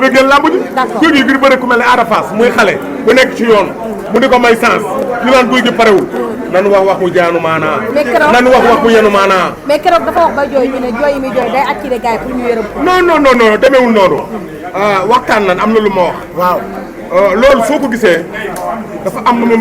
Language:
Wolof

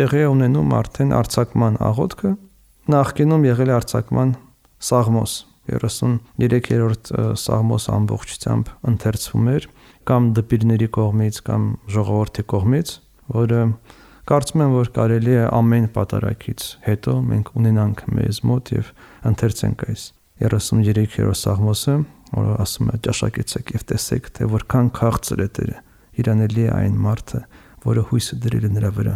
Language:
Armenian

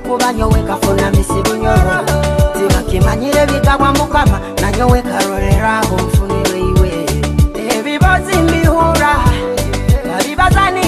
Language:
Nyoro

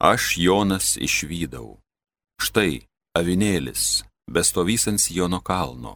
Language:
Lithuanian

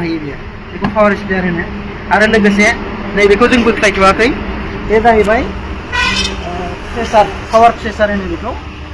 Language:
Bodo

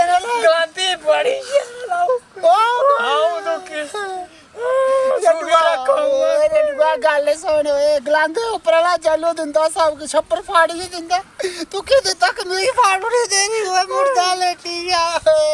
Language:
Dogri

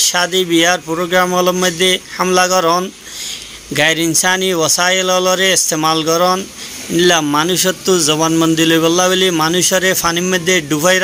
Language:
Rohingya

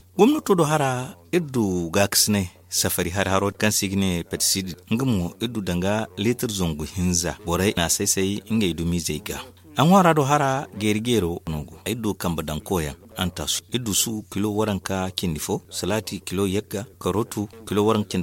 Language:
Zarma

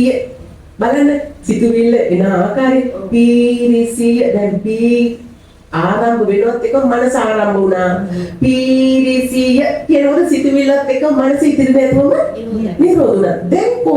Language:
Sinhala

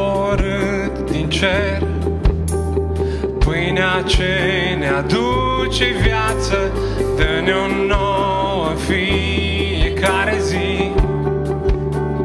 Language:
Romanian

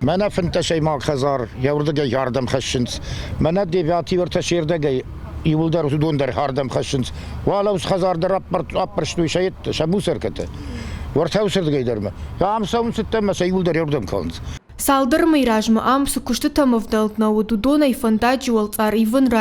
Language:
Ossetic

